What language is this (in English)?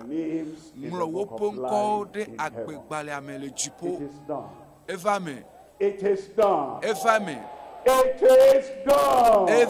Ewe